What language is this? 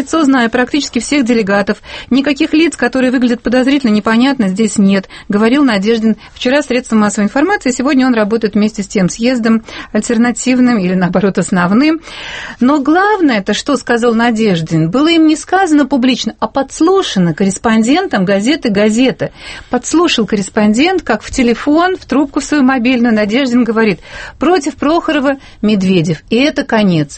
Russian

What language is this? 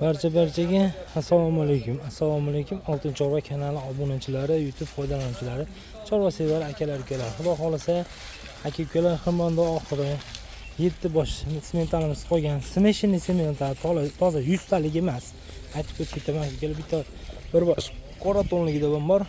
Uzbek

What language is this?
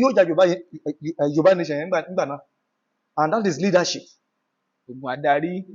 Yoruba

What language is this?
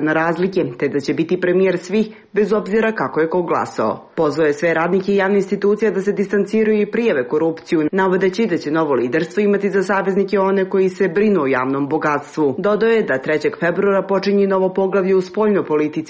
Serbian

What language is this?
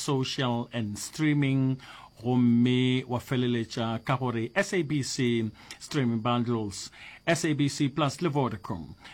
Northern Sotho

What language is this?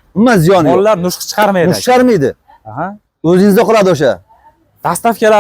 Uzbek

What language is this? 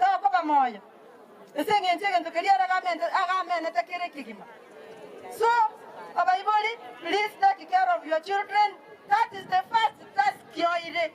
Gusii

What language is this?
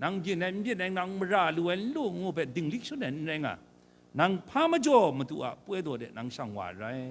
Kachin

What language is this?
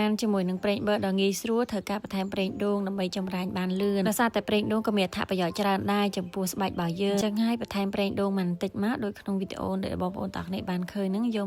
Khmer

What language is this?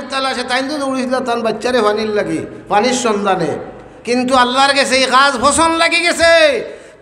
Sylheti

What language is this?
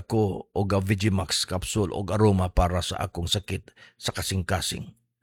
Cebuano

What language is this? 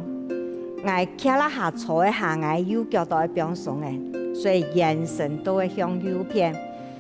Hakka Chinese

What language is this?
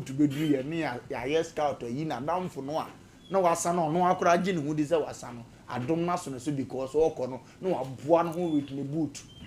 Akan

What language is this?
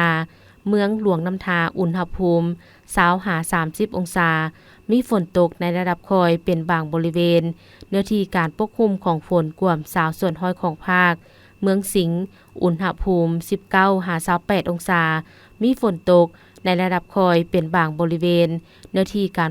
Lao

